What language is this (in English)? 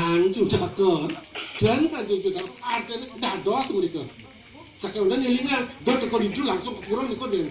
Balinese